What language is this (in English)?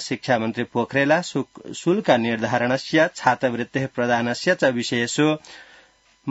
Sanskrit